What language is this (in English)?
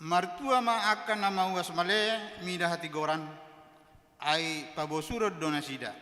Batak Toba